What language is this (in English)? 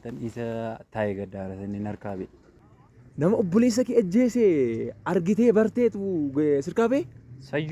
Oromo